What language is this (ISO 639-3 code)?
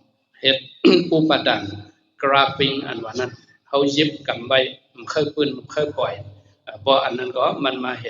shn